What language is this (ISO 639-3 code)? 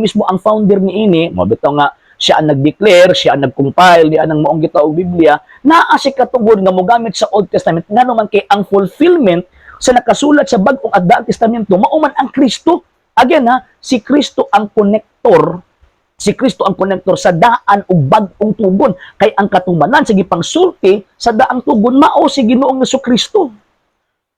ceb